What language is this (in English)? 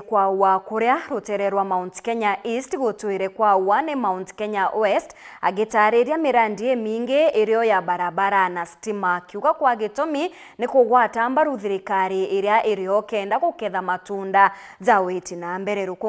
Meru